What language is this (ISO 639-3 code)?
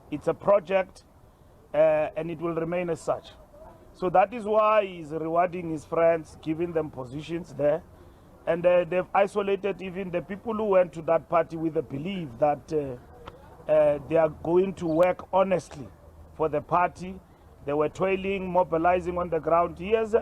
ven